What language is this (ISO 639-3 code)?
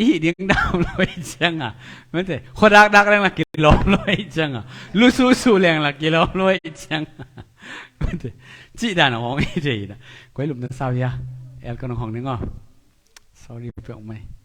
ctd